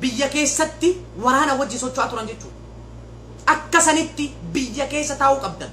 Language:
Oromo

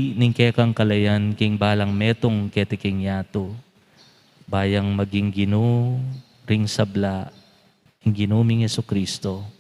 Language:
Pampanga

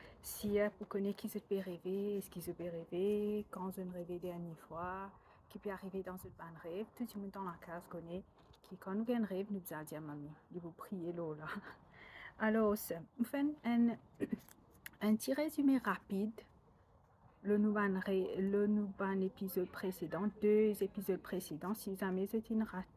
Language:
Morisyen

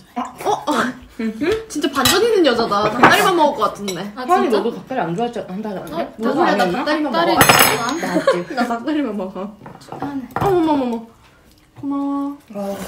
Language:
Korean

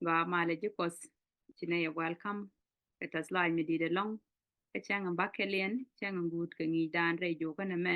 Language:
Nuer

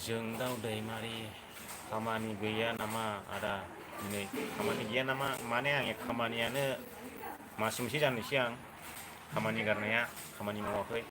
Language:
Bodo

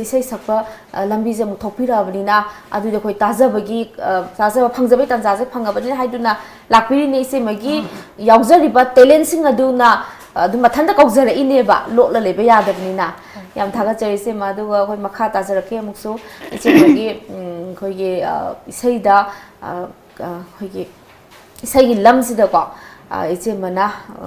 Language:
Manipuri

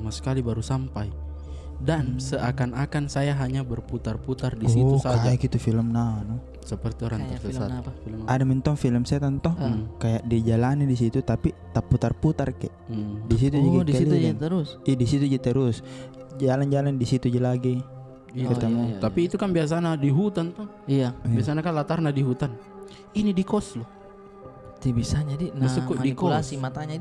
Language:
Makassar Malay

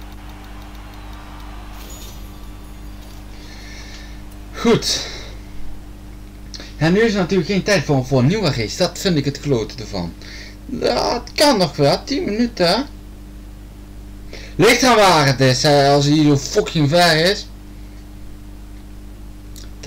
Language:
Dutch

